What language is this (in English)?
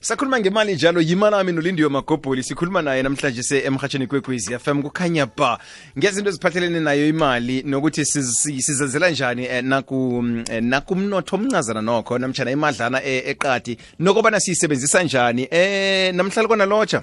South Ndebele